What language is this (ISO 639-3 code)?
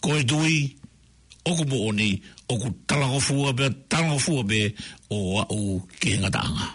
ton